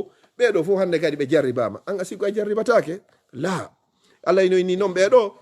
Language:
Fula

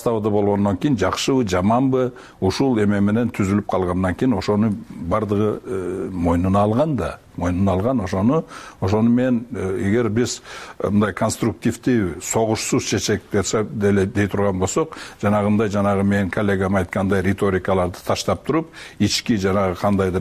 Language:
Kyrgyz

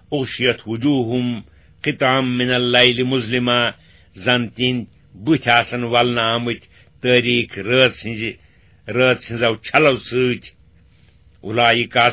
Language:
Kashmiri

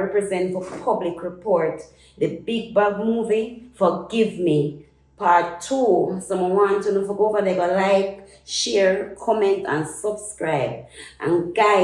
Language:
Jamaican Creole English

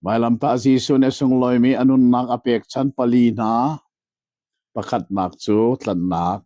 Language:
Hakha Chin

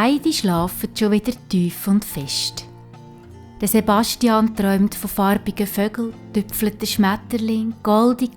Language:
Swiss German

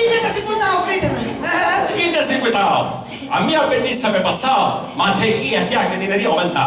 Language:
Sicilian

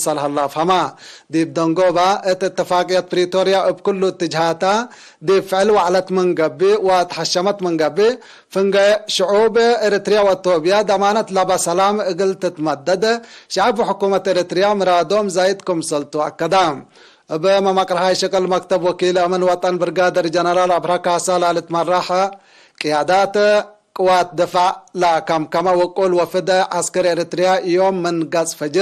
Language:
Tigre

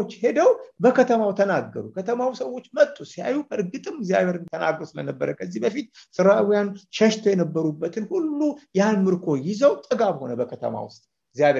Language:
Amharic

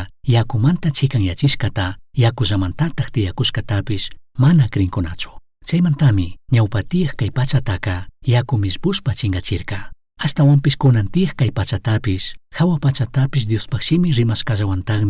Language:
Chimborazo Highland Quichua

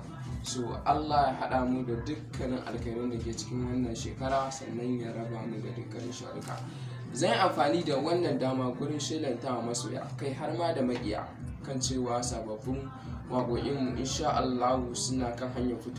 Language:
Hausa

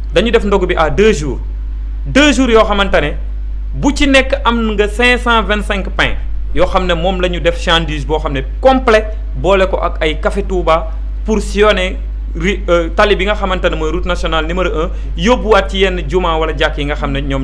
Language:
Wolof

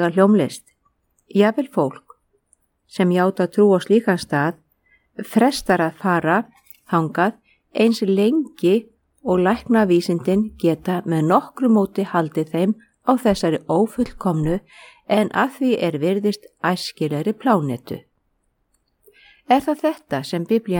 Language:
Icelandic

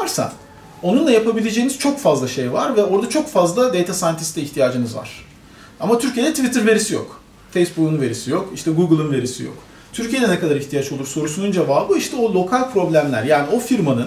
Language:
Turkish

